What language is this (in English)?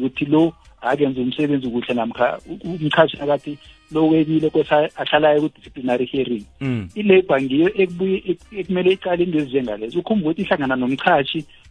South Ndebele